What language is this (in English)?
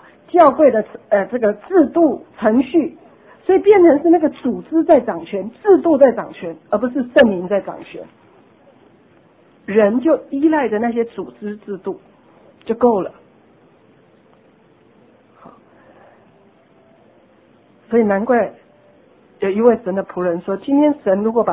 Chinese